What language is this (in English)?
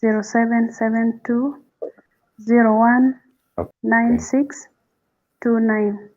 Acoli